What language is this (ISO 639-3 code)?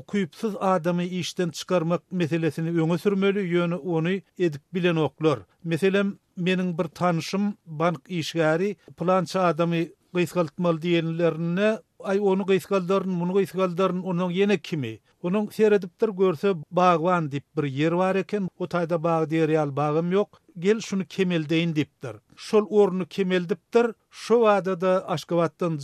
tuk